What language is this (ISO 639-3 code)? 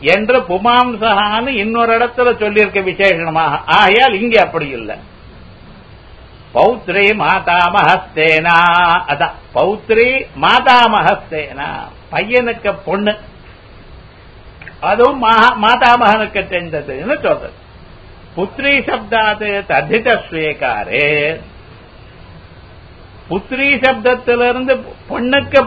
tam